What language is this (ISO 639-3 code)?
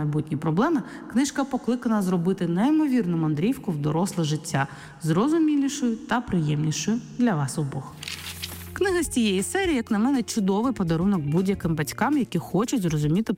ukr